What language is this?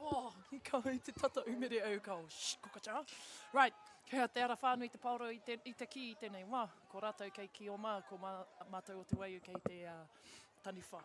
Māori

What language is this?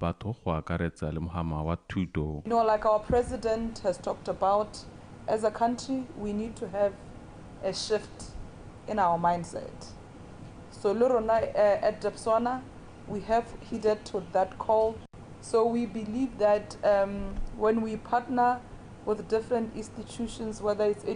Tswana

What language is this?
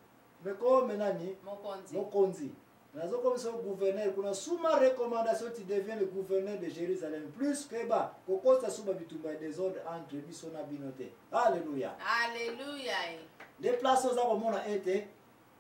Lingala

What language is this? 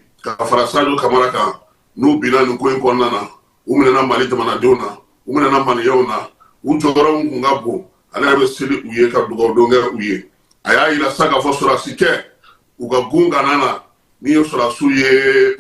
Bambara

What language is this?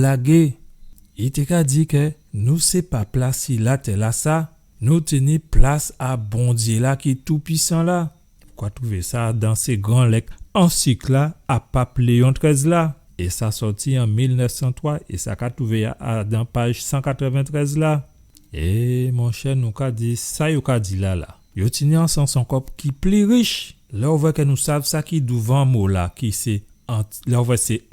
Guadeloupean Creole French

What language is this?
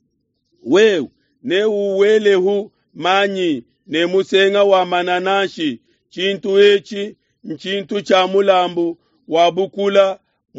Luba-Lulua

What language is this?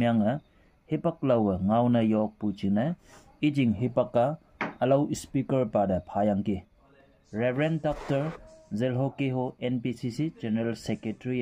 Konyak Naga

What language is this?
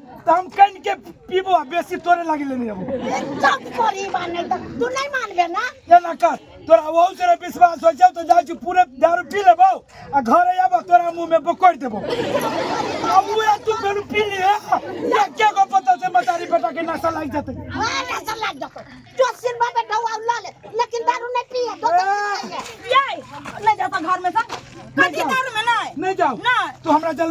Maithili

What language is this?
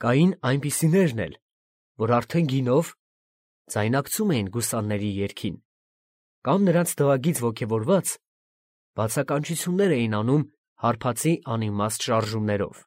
Armenian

